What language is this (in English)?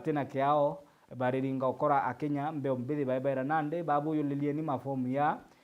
Meru